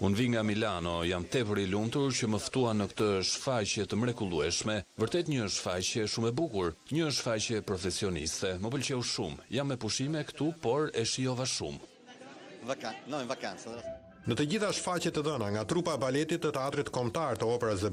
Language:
Albanian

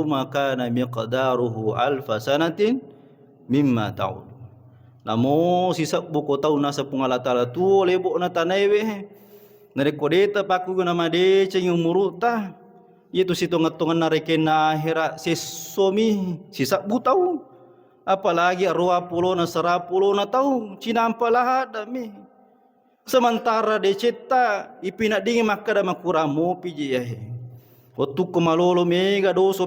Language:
Buginese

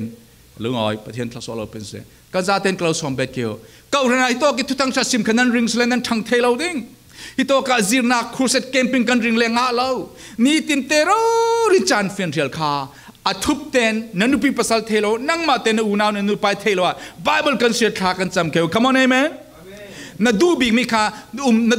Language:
Falam Chin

